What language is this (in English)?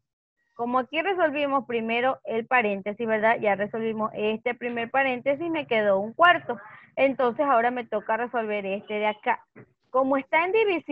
Spanish